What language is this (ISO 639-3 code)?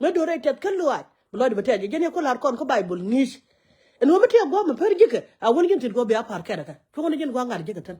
nus